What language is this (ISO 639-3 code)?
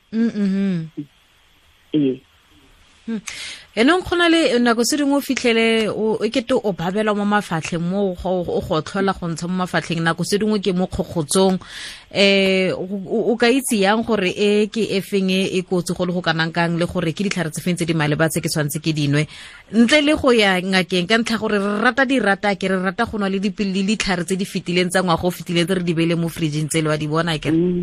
tsn